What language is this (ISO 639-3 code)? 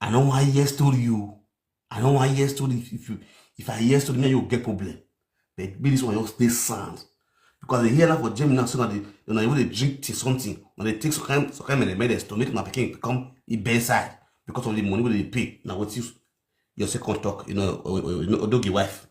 pcm